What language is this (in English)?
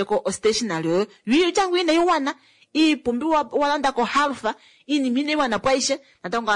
Kuanyama